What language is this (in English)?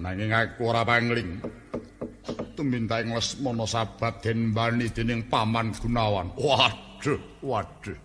Javanese